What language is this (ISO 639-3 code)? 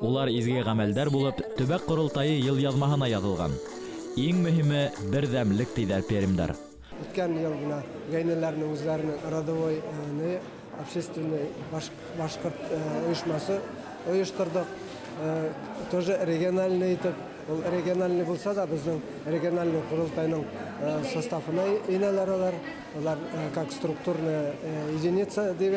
bak